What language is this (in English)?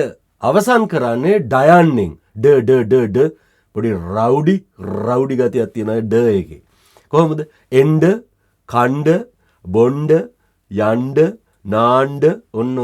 Sinhala